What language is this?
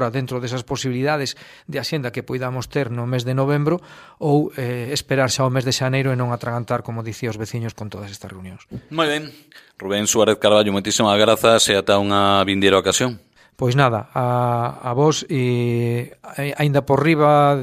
Galician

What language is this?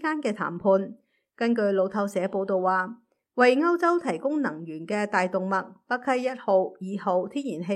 Cantonese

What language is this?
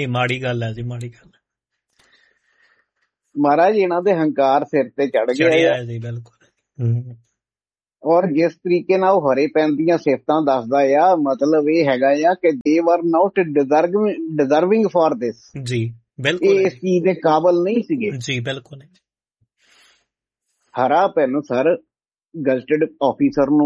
Punjabi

